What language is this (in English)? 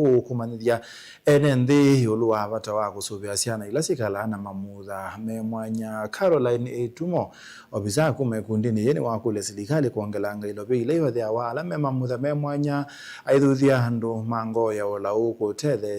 Kamba